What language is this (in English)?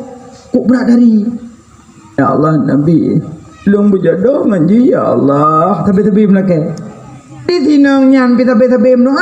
Achinese